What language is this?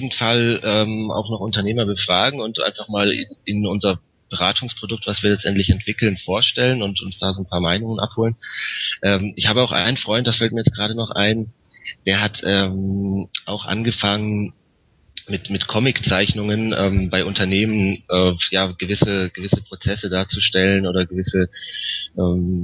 German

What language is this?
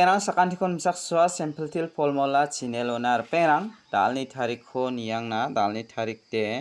Garo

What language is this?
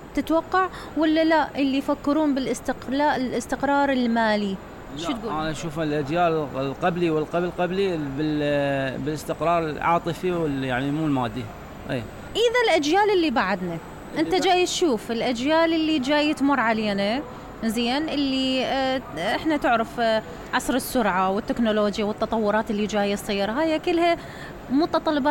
Mesopotamian Arabic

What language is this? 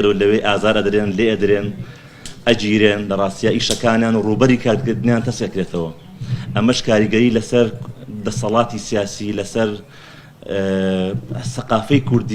Central Kurdish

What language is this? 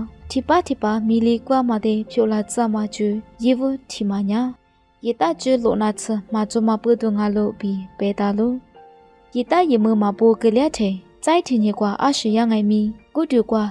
Lisu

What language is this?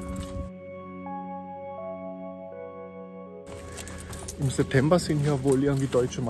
German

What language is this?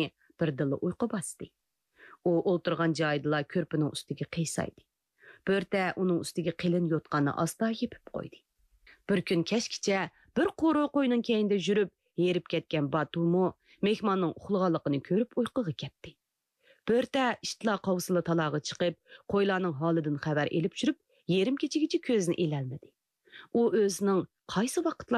Uyghur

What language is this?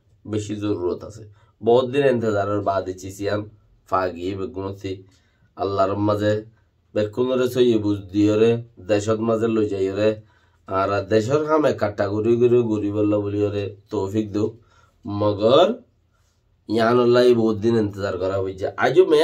Rohingya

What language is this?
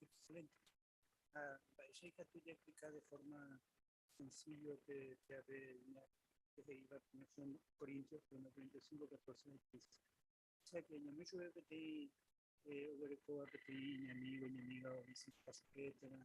Guarani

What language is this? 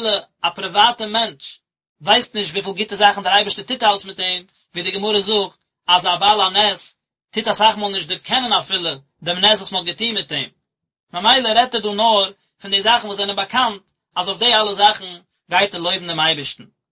Yiddish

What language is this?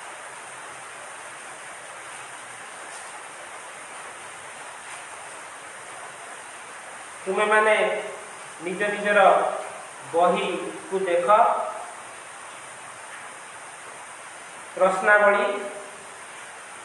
Odia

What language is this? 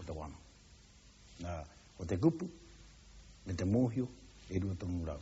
Māori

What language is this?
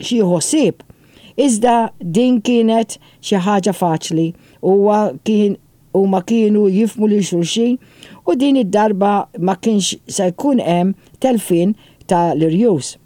Maltese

